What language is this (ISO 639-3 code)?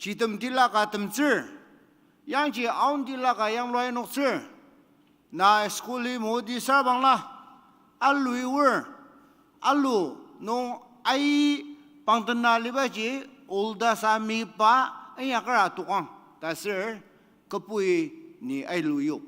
njo